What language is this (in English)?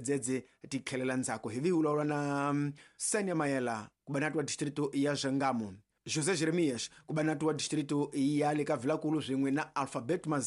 Tsonga